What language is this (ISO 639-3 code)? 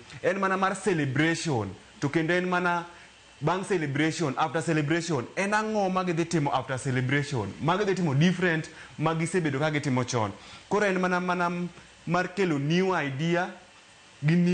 luo